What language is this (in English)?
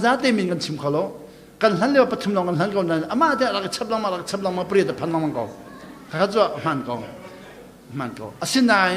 Hakha Chin